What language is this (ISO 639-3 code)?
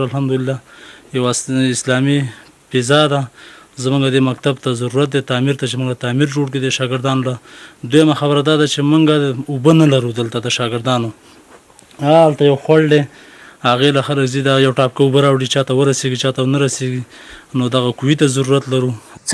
pus